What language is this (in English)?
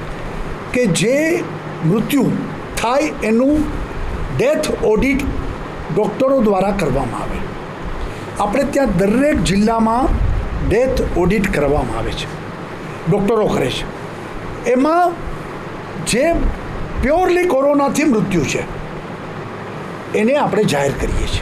Gujarati